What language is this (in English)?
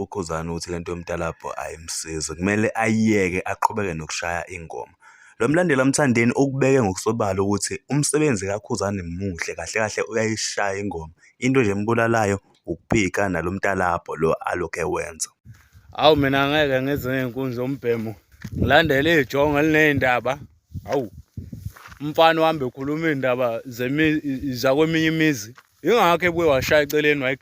Zulu